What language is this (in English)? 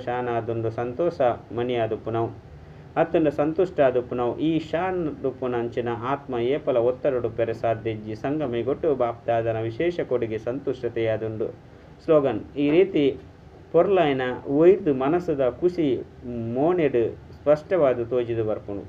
Tulu